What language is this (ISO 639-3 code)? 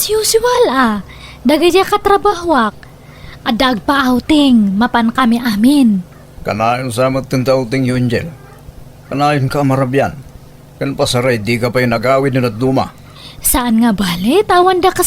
ilo